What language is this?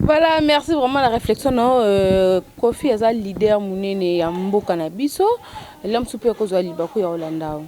Lingala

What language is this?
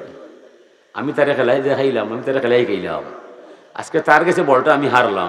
Sylheti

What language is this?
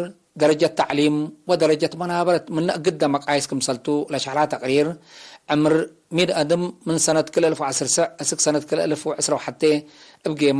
Tigre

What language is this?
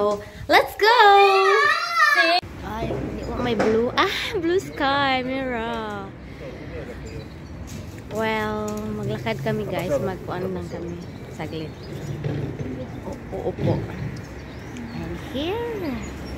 Filipino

